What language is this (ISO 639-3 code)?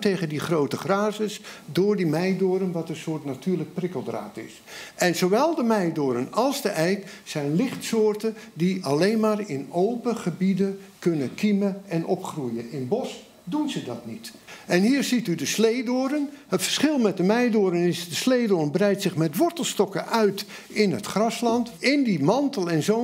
nld